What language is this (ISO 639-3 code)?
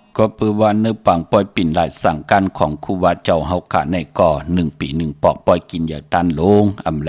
shn